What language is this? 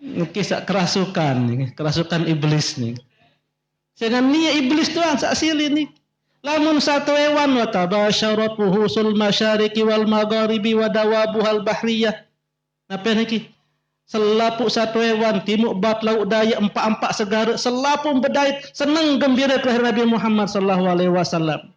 Sasak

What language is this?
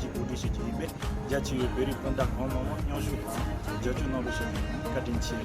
Tibetan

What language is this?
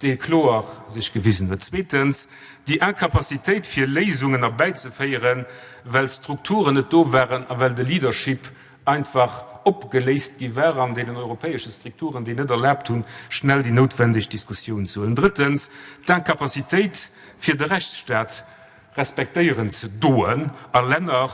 Luxembourgish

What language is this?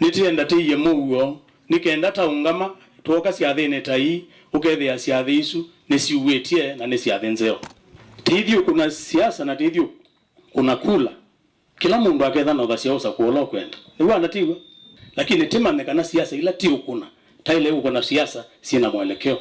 Kamba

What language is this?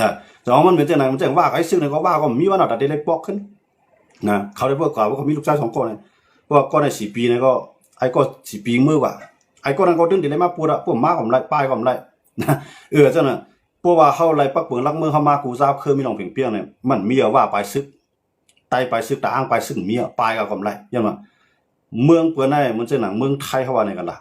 Shan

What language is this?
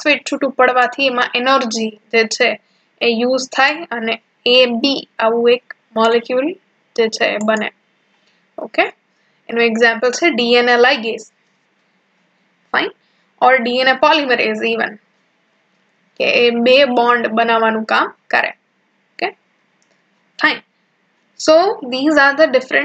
Gujarati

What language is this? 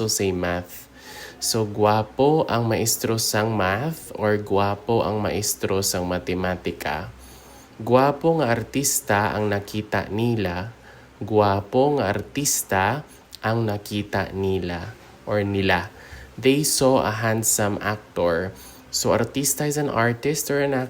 Hiligaynon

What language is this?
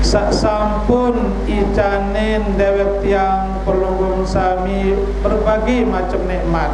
Sasak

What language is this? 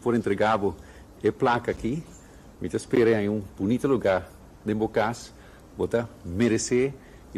Papiamento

